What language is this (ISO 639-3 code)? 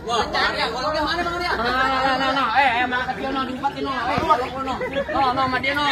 bew